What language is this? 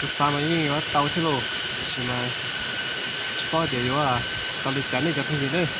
Hmong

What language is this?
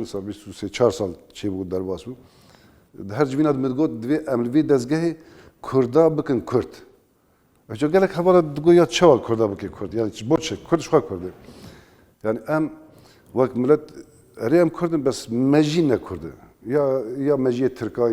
Kurdish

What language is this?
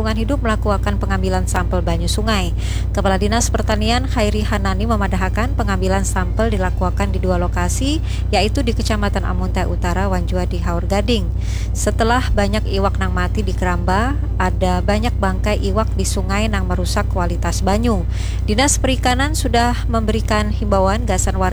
Banjar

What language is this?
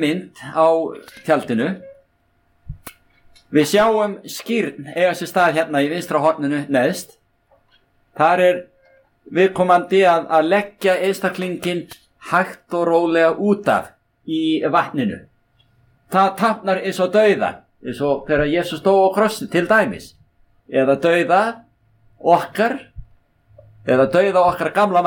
Icelandic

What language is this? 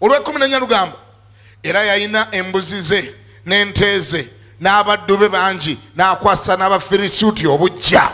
Ganda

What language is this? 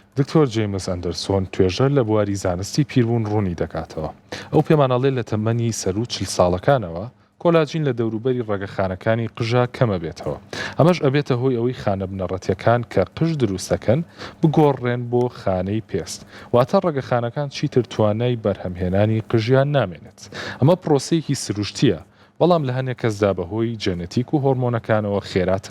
Central Kurdish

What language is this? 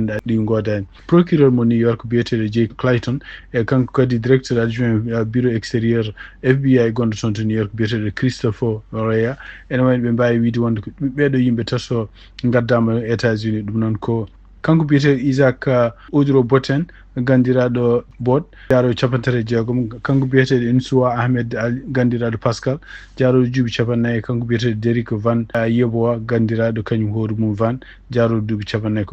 Fula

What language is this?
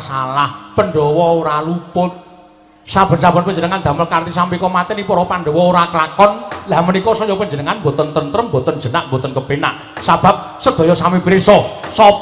Javanese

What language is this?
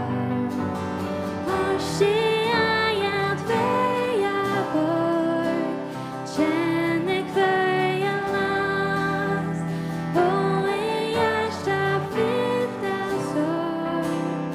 Faroese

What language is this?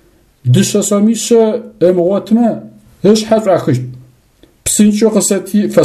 Adyghe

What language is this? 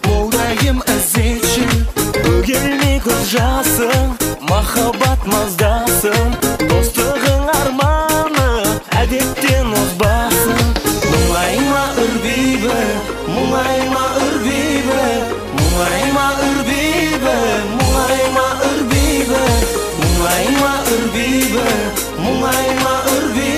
Kazakh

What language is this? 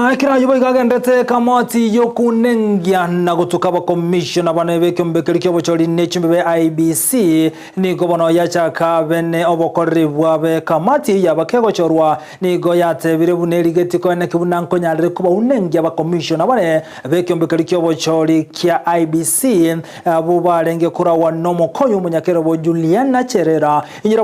Gusii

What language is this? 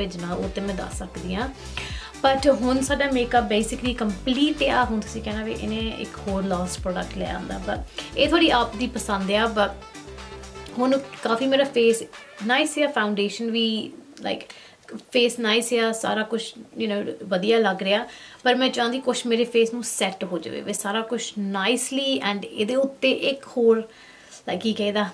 Punjabi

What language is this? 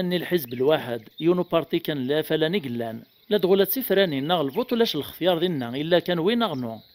Kabyle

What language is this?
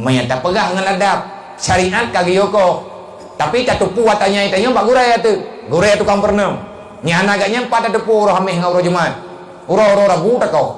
Achinese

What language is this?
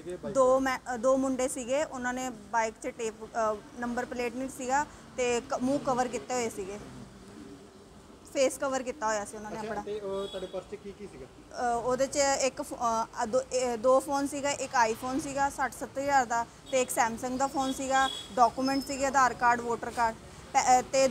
Punjabi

